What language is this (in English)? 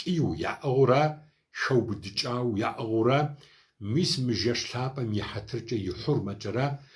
Kabardian